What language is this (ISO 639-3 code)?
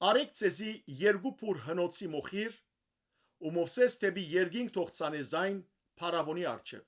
hyw